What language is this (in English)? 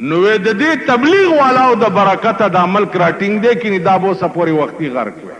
Pashto